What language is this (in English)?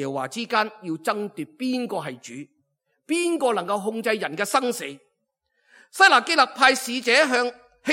Cantonese